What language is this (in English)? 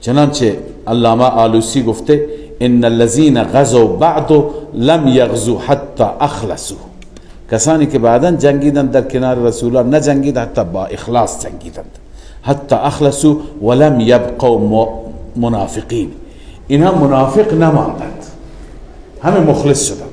Persian